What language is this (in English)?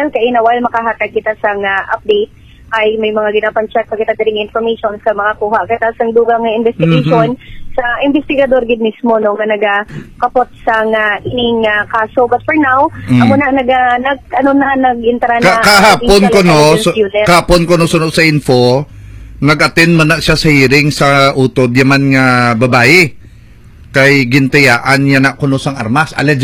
Hiligaynon